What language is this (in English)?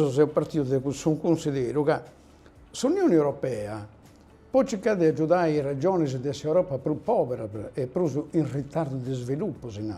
Sardinian